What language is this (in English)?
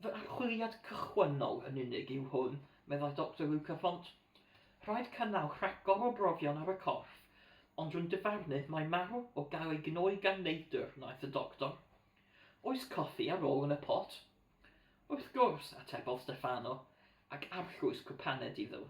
Welsh